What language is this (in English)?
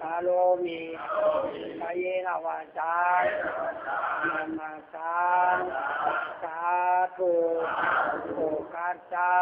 Lü